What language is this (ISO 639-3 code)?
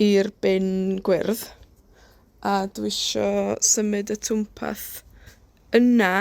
cym